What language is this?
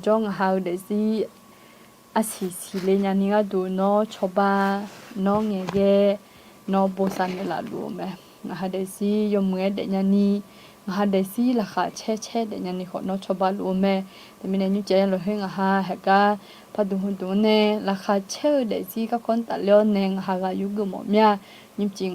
Akha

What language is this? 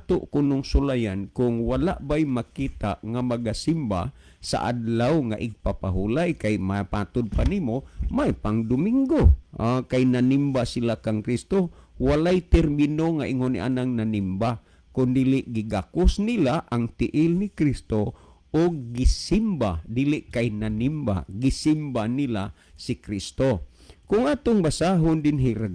Cebuano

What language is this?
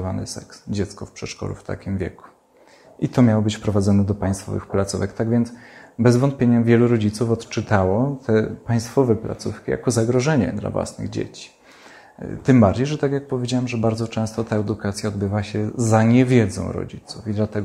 Polish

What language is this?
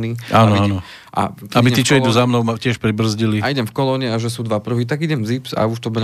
Slovak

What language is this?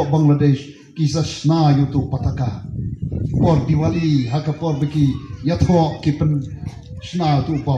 Khasi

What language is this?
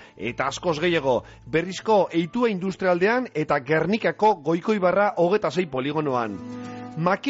Basque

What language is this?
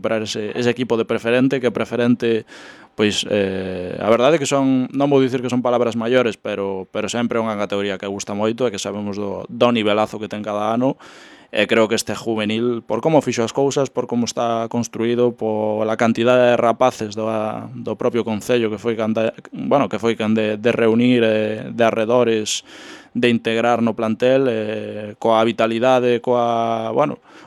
Galician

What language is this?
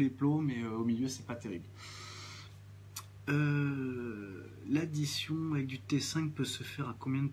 French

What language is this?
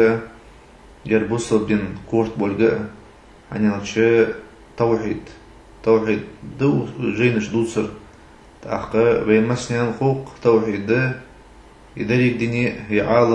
Ingush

